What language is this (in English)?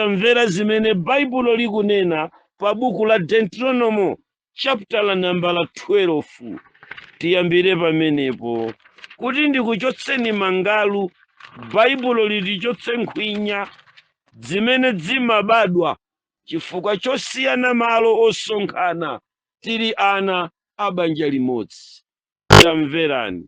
Nyanja